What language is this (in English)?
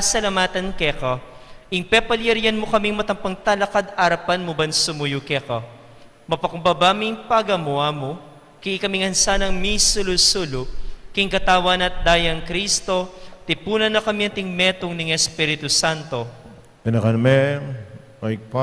Pampanga